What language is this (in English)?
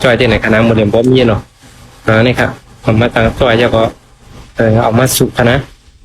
Shan